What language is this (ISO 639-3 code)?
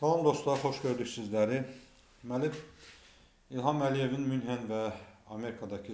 aze